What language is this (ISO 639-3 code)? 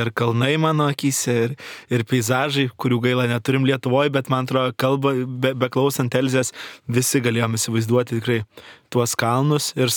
lit